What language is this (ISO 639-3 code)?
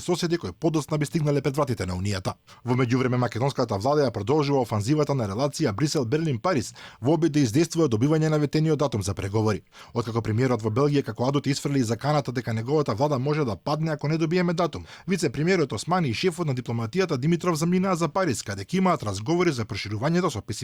mkd